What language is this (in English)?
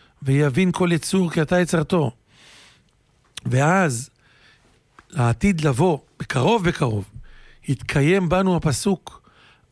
Hebrew